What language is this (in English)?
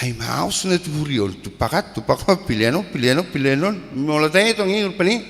Batak Toba